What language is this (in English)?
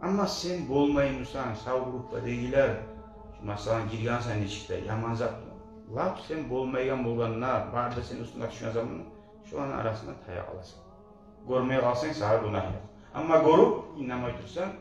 Kumyk